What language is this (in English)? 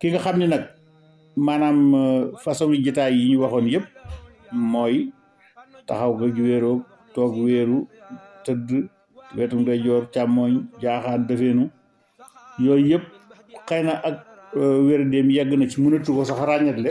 Wolof